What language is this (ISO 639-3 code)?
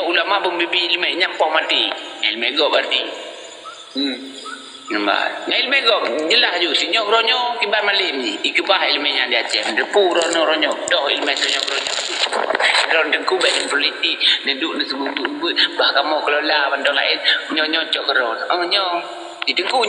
ace